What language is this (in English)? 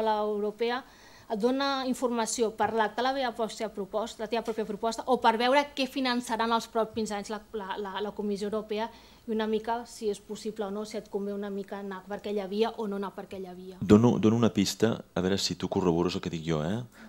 Catalan